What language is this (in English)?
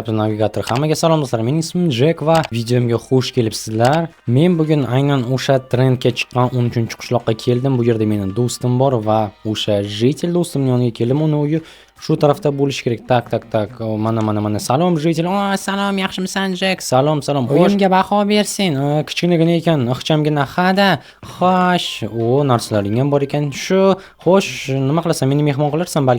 Uzbek